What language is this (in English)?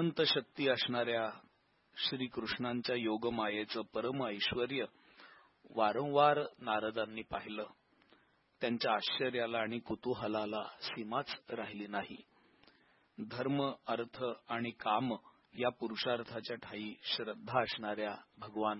Marathi